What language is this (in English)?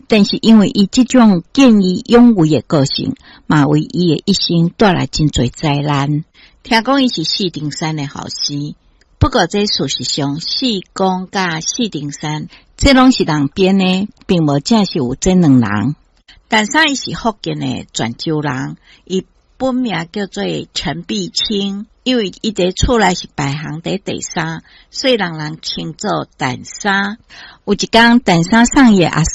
Min Nan Chinese